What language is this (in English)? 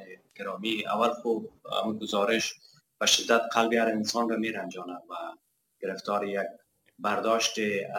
Persian